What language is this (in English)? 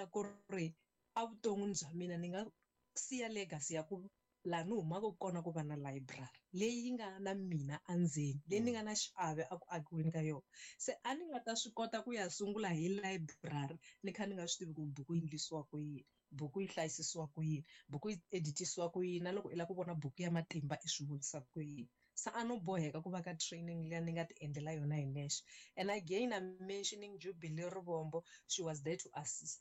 Tsonga